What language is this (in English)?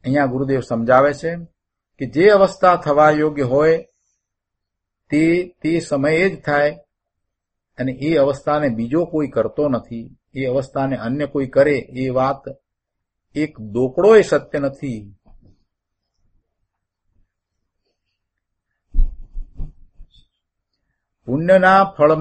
Gujarati